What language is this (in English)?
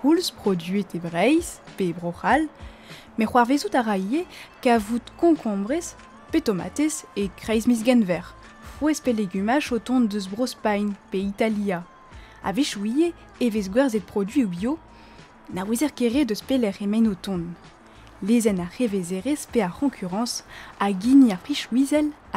Breton